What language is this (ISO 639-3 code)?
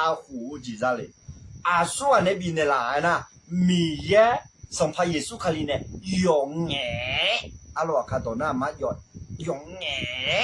ahk